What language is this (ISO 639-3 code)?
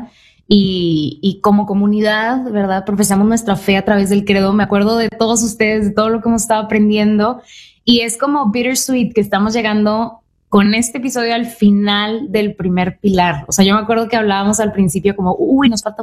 spa